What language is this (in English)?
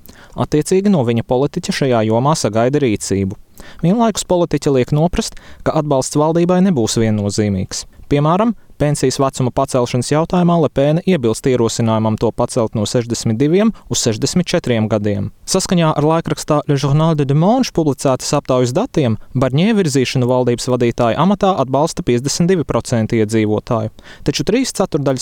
Latvian